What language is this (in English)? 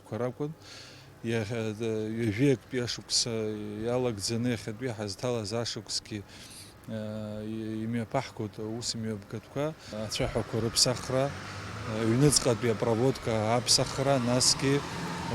Abkhazian